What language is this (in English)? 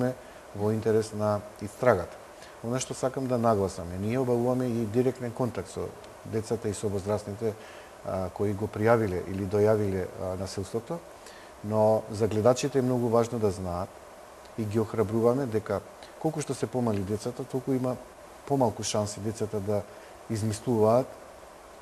Macedonian